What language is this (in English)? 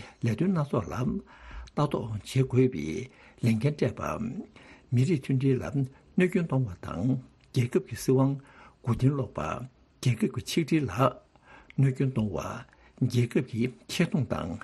Tibetan